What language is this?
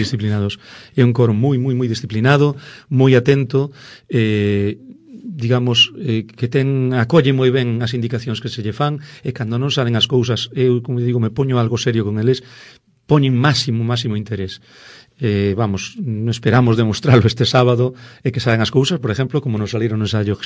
Galician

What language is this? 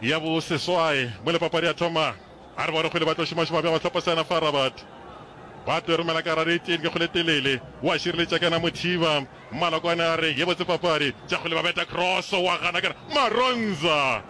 Northern Sotho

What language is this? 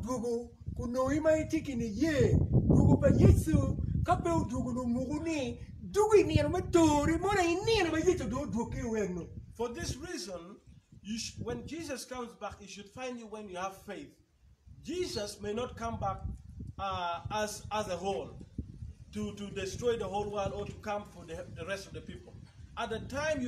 Acoli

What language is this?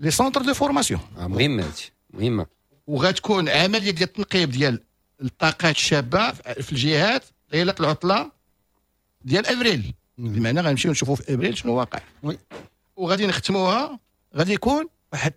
Moroccan Arabic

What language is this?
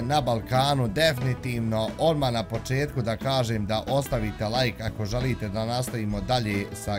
Bosnian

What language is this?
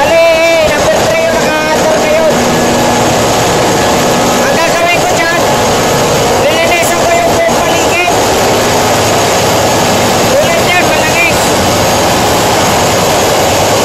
Filipino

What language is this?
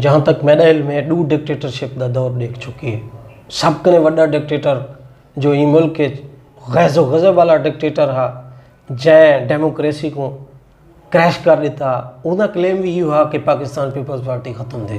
Saraiki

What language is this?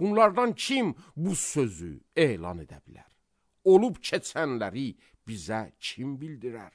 Azerbaijani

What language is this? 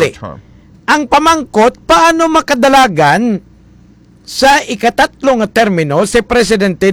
Hiligaynon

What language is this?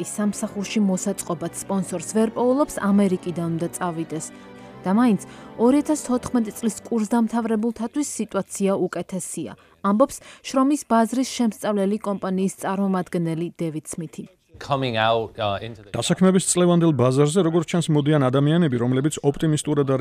Georgian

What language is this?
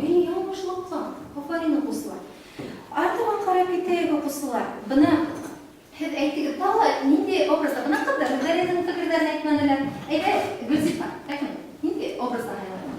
Bashkir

